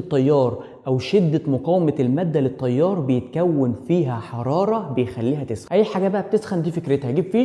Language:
Egyptian Arabic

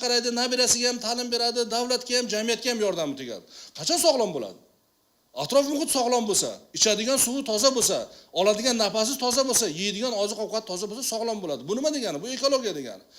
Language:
Uzbek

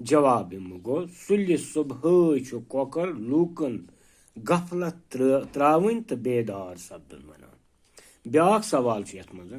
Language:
Kashmiri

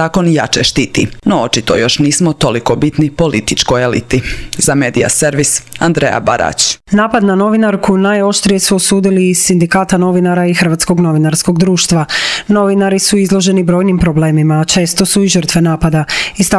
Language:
Croatian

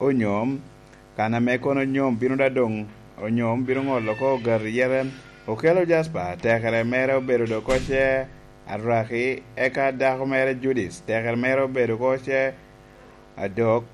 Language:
Lango (Uganda)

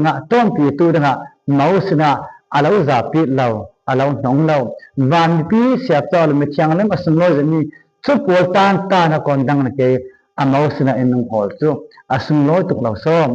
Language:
Falam Chin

